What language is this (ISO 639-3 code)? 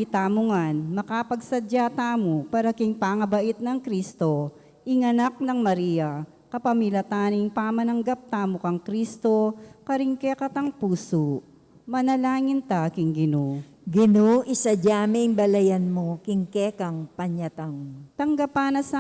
pam